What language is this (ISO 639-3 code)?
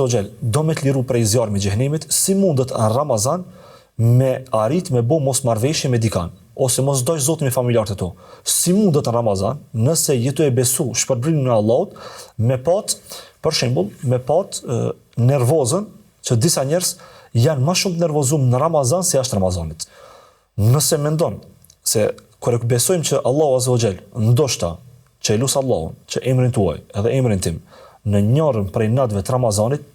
sqi